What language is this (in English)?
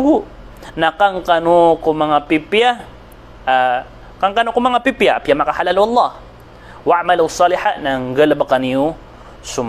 Maranao